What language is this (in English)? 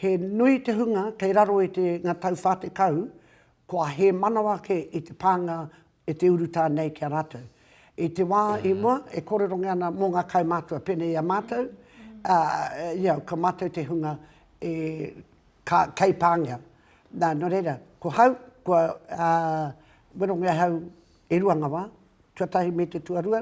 Māori